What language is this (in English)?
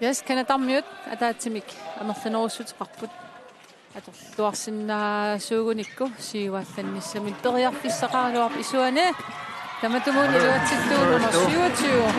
Kalaallisut